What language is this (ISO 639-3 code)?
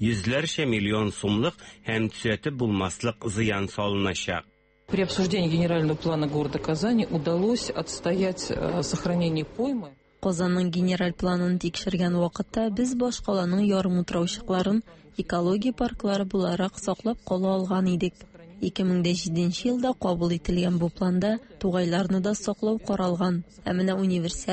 tat